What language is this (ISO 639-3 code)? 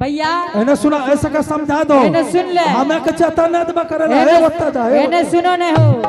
anp